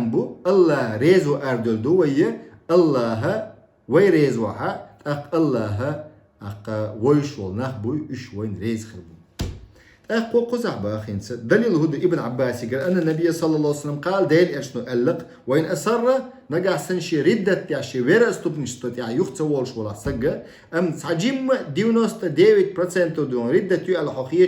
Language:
Chechen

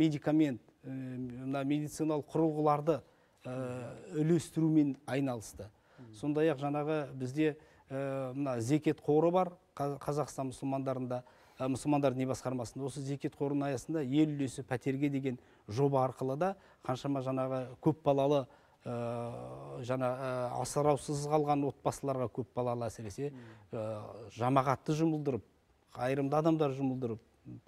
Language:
Kazakh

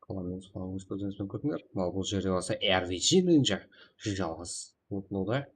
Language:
Kara-Kalpak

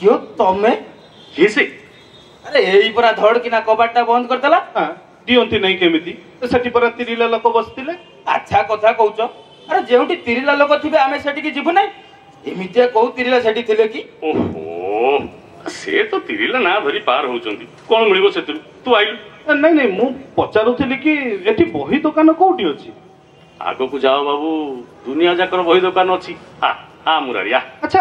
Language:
Odia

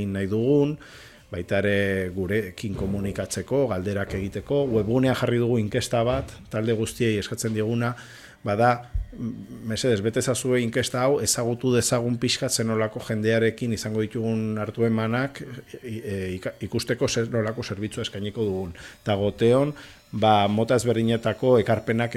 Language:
Basque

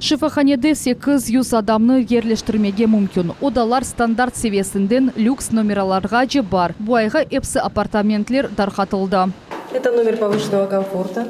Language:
Crimean Tatar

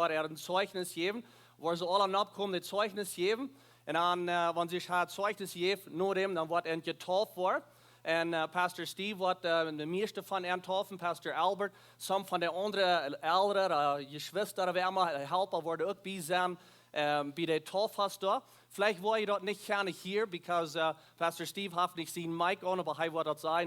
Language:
Plautdietsch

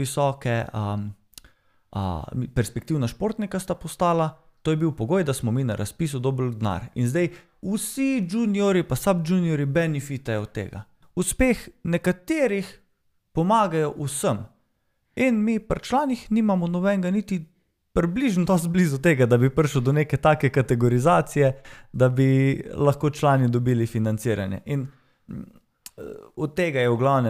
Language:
Slovenian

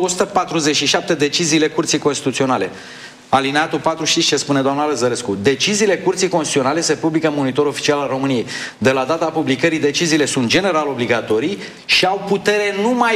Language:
Romanian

